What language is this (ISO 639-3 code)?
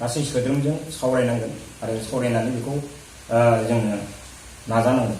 brx